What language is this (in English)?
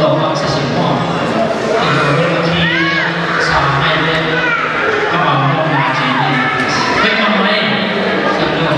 Tedim Chin